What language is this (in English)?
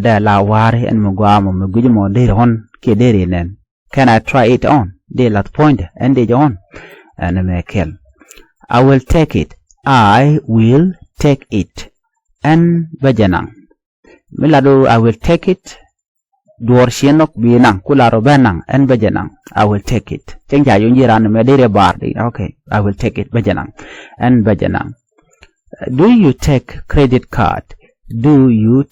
Nuer